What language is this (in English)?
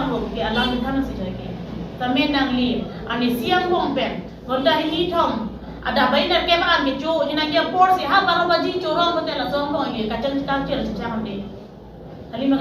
Karbi